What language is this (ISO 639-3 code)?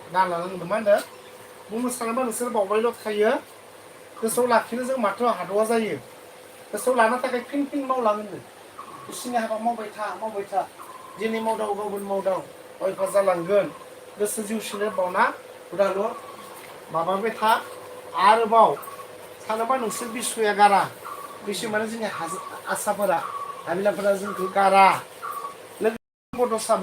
brx